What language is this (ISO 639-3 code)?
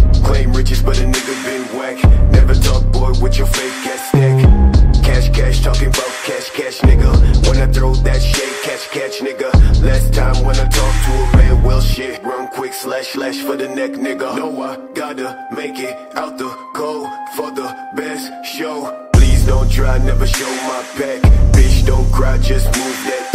eng